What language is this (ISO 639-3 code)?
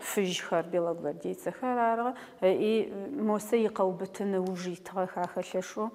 ady